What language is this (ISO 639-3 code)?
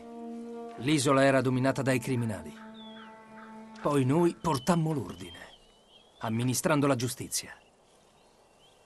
ita